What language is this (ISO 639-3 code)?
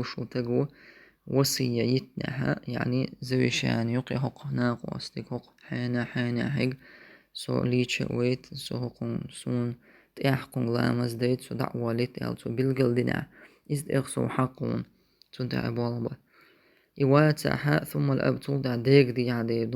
che